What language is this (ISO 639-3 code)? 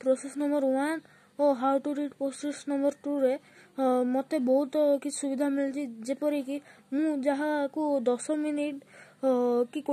ori